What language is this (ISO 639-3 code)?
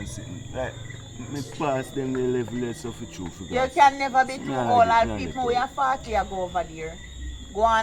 jam